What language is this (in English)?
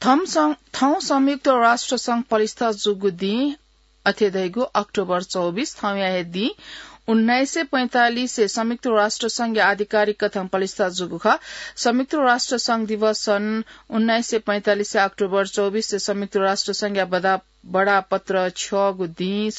Newari